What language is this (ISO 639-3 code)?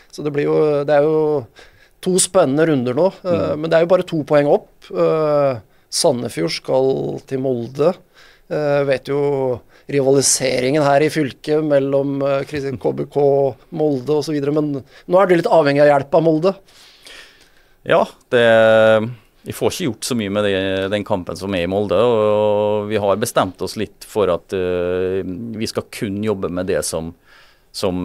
nor